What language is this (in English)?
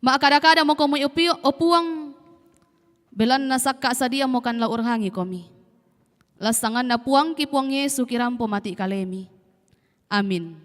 Toraja-Sa'dan